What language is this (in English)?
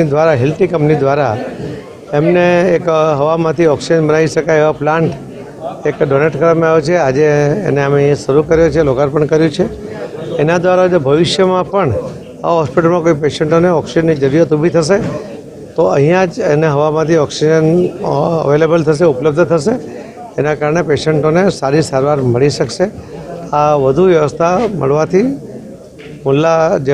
Gujarati